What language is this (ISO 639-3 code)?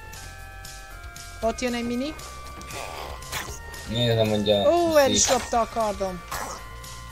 hun